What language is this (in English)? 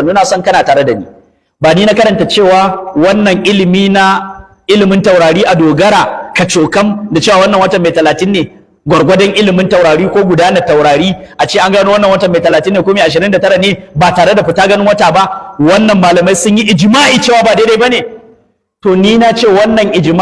Hausa